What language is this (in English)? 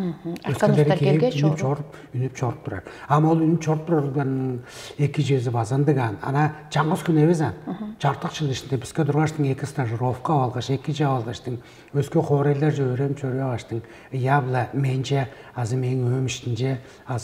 Tuvinian